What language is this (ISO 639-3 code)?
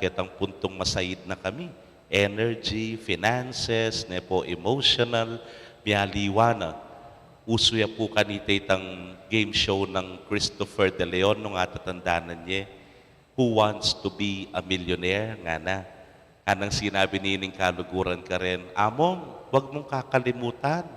pam